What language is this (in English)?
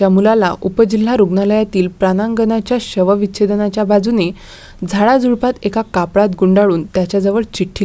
Marathi